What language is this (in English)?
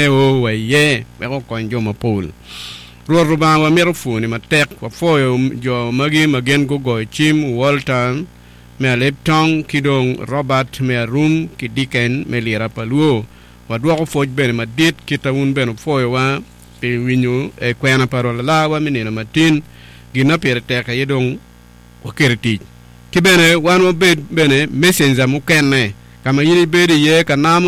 Acoli